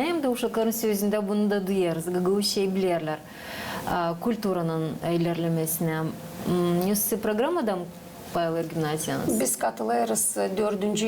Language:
Gagauz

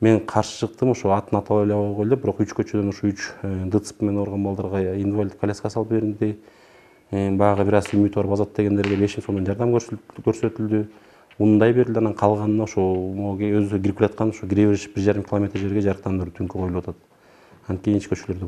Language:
Kyrgyz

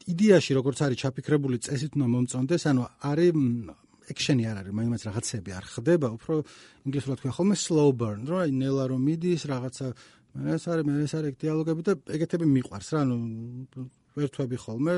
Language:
Georgian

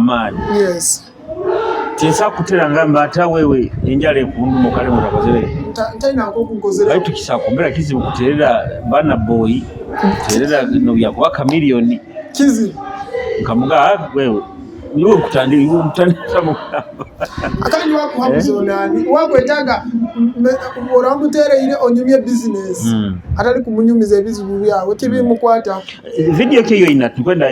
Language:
Nyoro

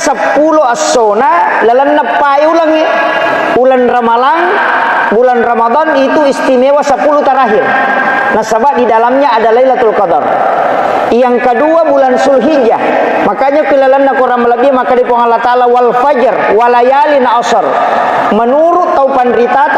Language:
Buginese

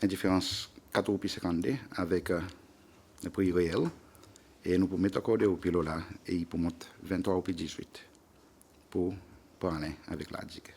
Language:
Seselwa Creole French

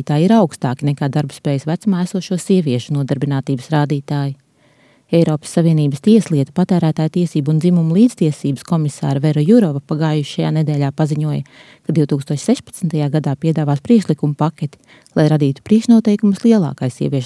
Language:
Latvian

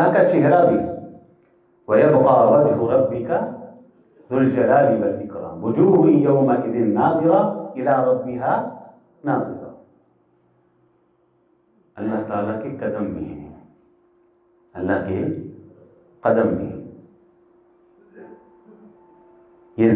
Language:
Urdu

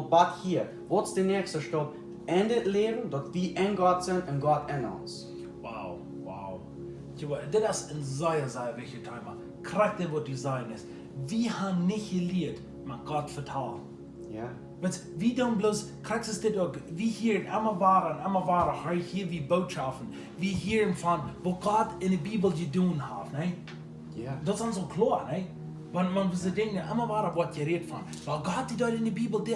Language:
Plautdietsch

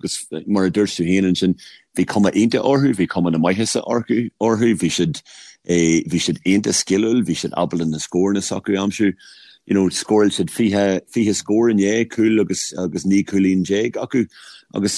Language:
Irish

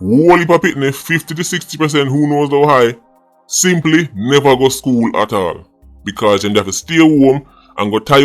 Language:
Jamaican Creole English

